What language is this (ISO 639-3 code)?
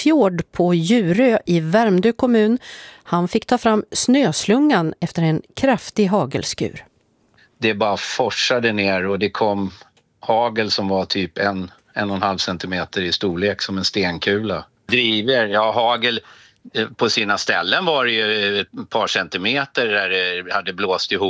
swe